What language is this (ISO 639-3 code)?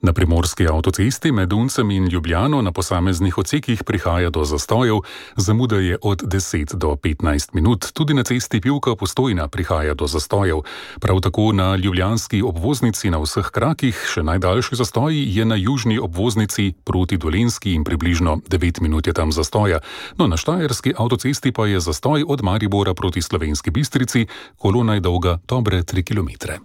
slv